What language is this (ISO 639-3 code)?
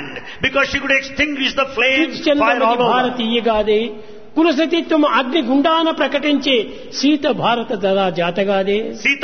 tel